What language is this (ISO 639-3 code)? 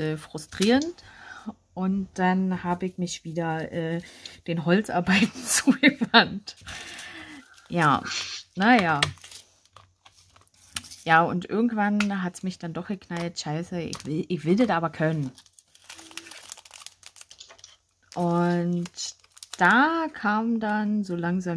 deu